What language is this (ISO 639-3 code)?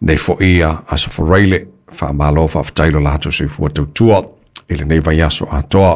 smo